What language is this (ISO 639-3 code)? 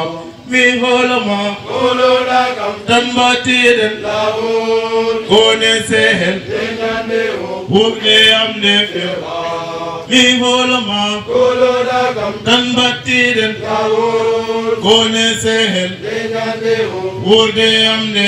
ful